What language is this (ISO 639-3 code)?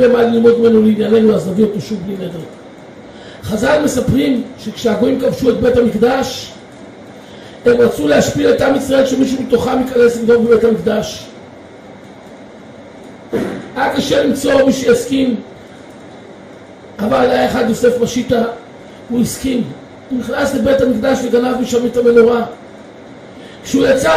heb